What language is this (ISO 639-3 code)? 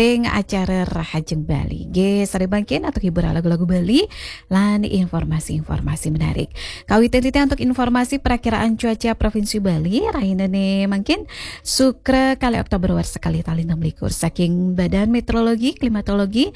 ban